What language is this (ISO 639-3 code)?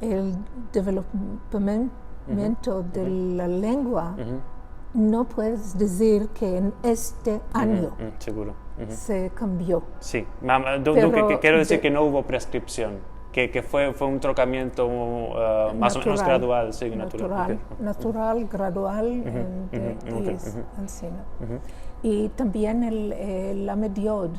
lad